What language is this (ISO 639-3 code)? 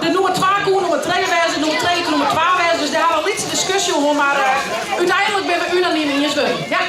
fry